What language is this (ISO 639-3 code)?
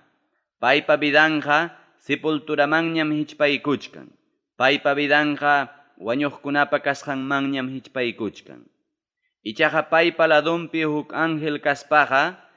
quy